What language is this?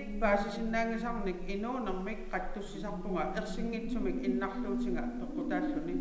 Kalaallisut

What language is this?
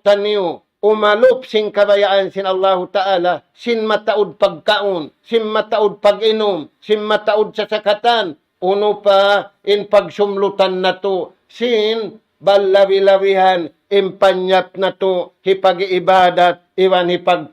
Tausug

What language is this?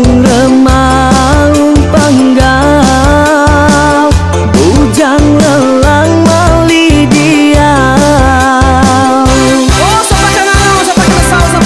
Iban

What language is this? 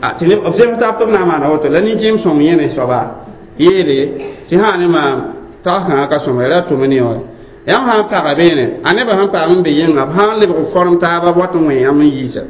Mossi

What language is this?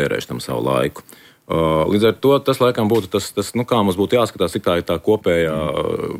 Latvian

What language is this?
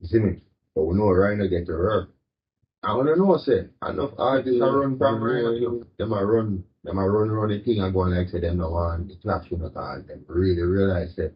Jamaican Creole English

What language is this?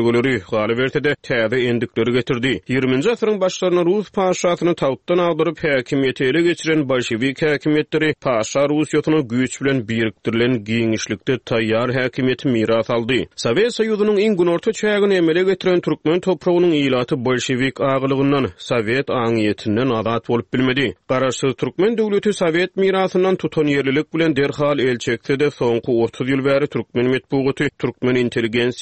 Turkmen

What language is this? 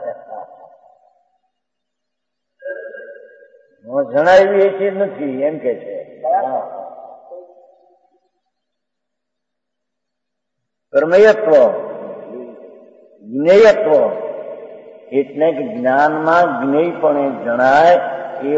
Gujarati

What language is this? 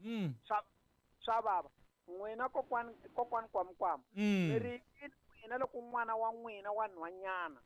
Tsonga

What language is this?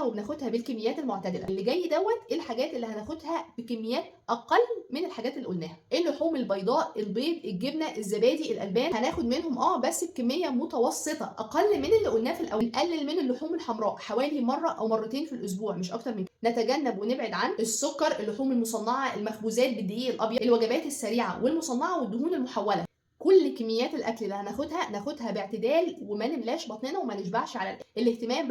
Egyptian Arabic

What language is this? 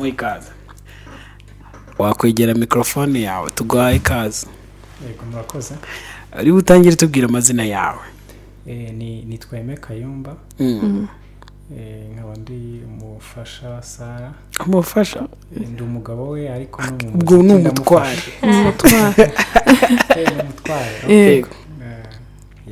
Kinyarwanda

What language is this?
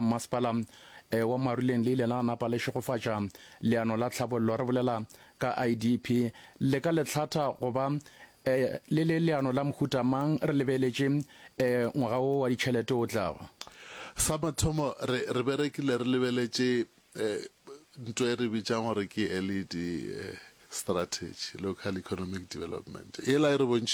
Northern Sotho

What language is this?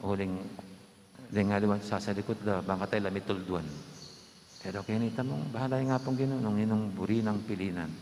Pampanga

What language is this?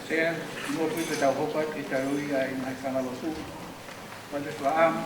Tongan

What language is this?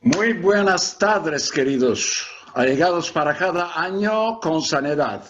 Ladino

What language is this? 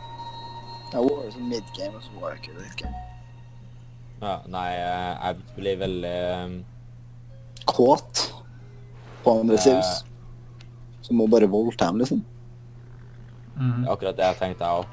Norwegian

